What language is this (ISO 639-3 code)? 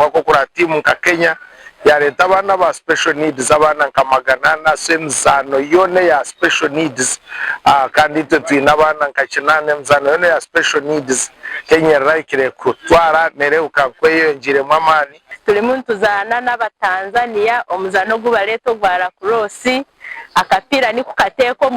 nyn